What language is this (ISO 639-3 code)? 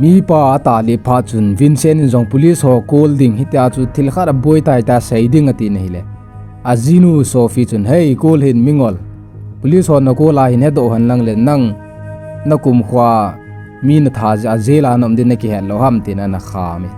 tcz